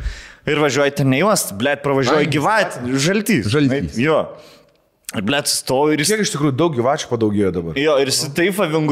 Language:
Lithuanian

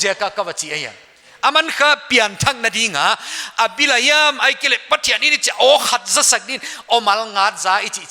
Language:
Paite Chin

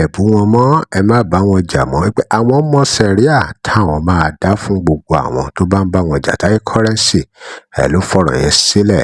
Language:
Yoruba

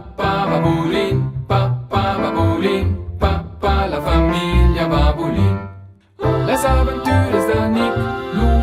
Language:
Romansh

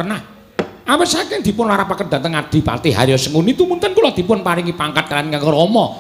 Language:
Javanese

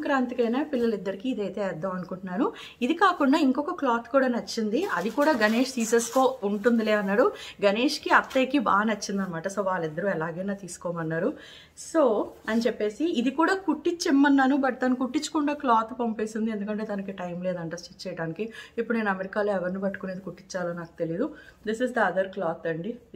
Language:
Telugu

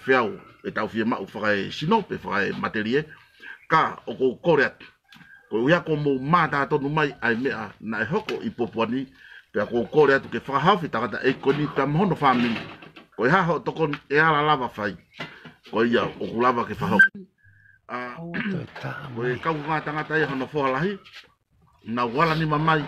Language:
Tongan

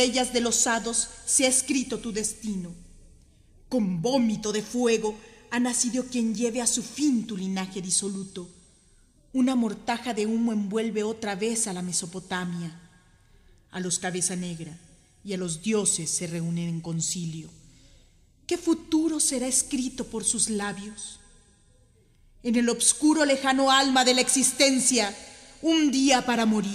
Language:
Spanish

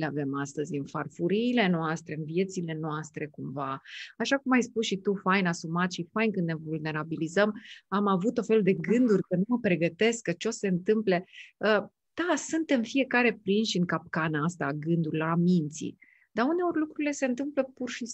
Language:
Romanian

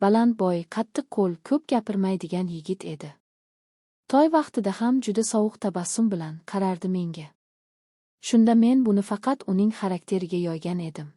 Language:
Uzbek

